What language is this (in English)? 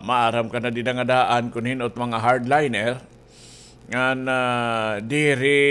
Waray